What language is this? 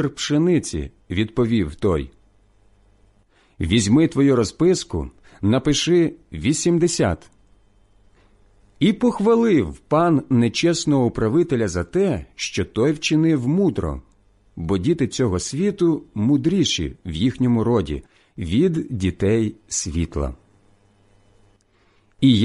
Ukrainian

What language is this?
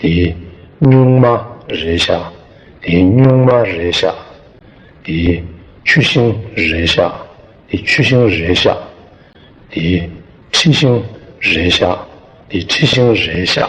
Tibetan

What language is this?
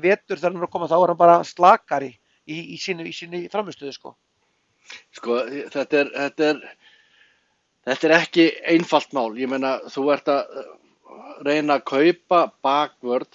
Icelandic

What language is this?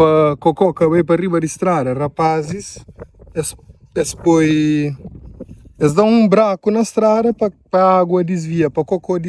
Kabuverdianu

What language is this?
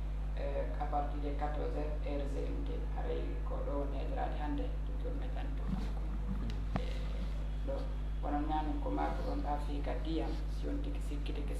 Fula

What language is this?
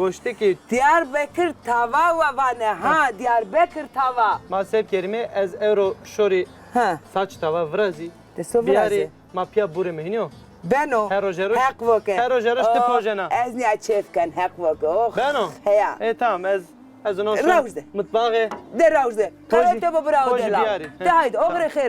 Zaza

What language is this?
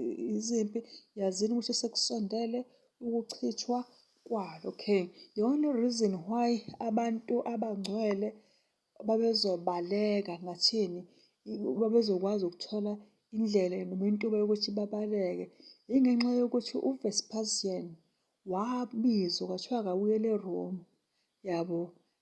Zulu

